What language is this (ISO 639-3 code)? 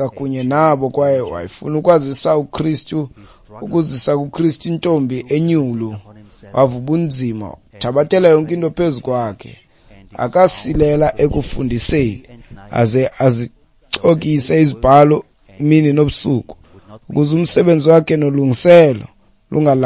xho